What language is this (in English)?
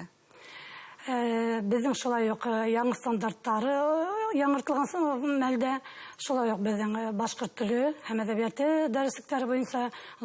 Bashkir